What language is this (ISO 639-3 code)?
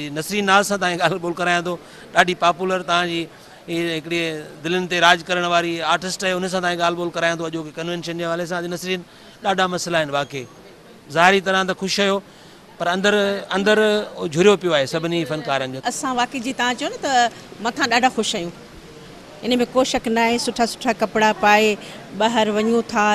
snd